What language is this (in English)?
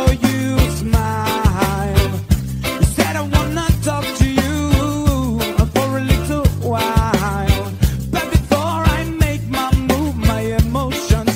English